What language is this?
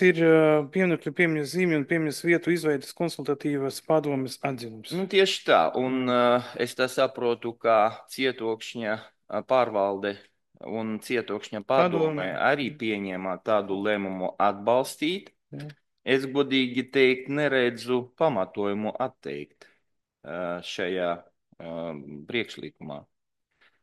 Latvian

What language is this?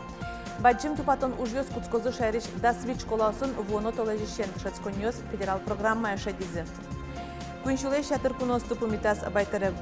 Udmurt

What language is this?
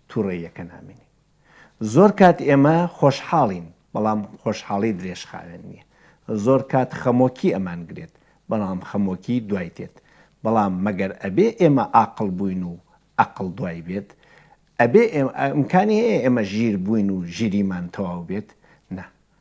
Central Kurdish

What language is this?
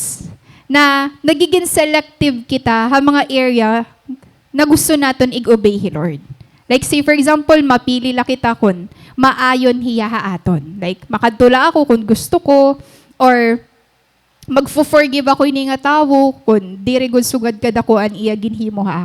Waray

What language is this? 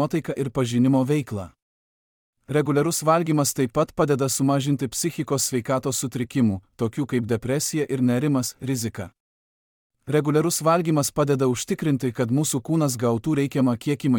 Lithuanian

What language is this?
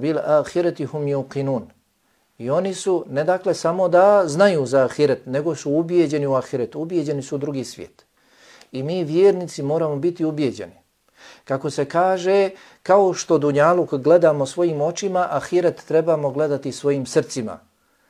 Bosnian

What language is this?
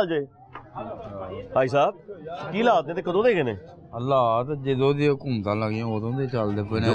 Punjabi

